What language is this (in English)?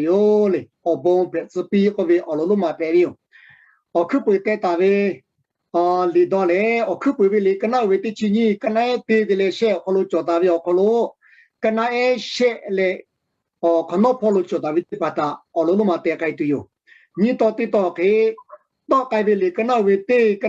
Lahu